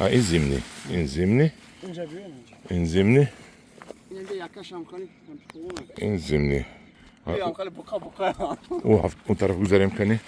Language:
Tajik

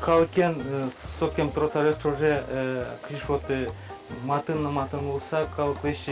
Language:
Udmurt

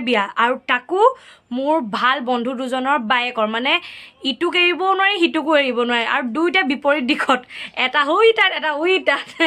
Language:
Assamese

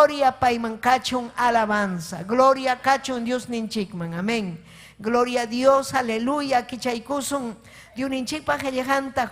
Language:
Ayacucho Quechua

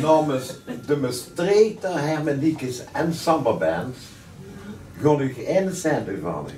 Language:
Limburgish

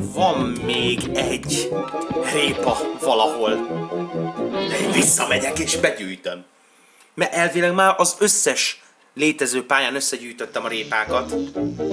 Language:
Hungarian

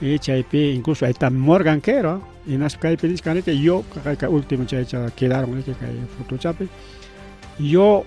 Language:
Ayacucho Quechua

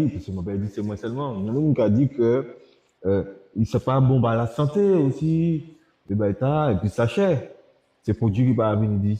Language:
Guadeloupean Creole French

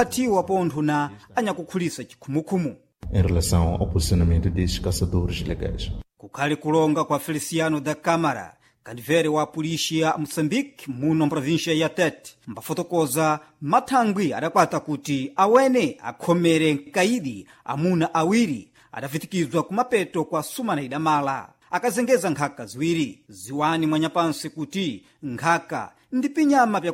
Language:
Sena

